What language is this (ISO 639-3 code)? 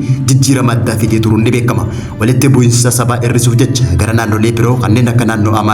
orm